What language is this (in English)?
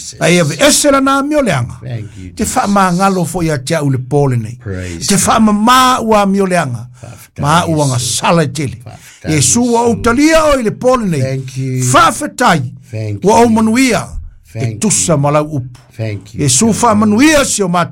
Samoan